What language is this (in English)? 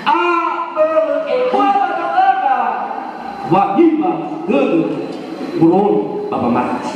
Nias